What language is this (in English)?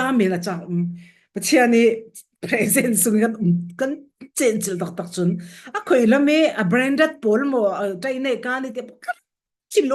Falam Chin